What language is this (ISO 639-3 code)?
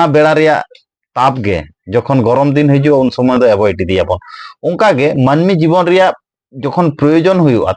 sat